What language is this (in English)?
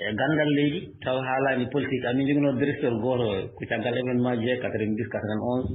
Fula